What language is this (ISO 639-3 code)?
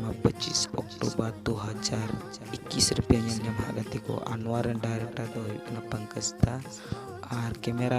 sat